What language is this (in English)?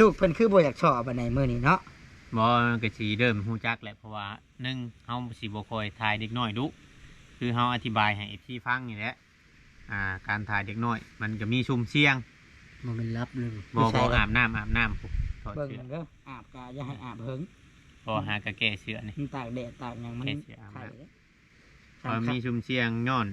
Northeastern Thai